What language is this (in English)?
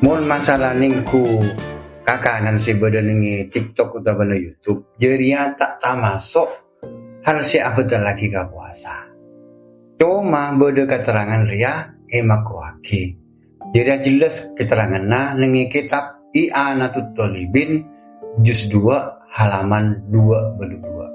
Madurese